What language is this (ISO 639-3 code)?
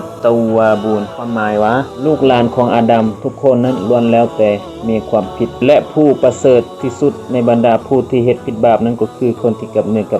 lao